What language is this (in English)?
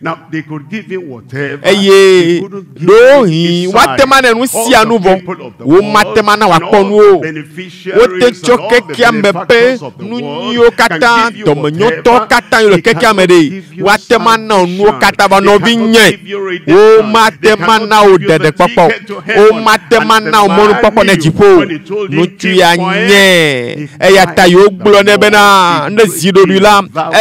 Ewe